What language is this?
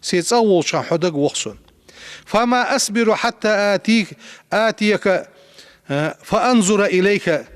Ingush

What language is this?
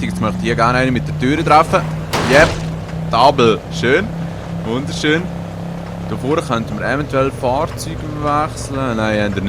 Swiss German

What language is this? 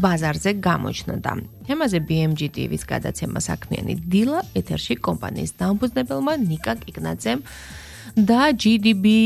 Georgian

